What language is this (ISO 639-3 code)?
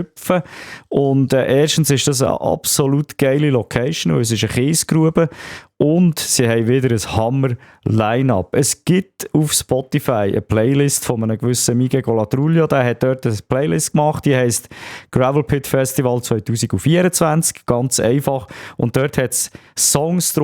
gsw